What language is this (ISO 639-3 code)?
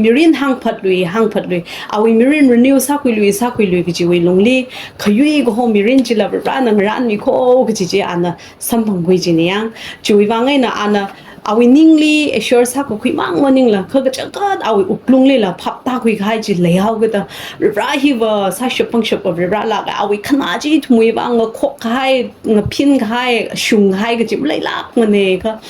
nmf